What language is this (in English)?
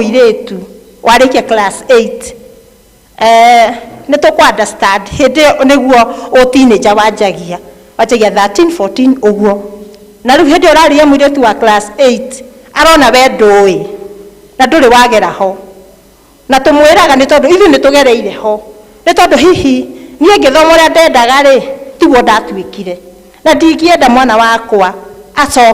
Kikuyu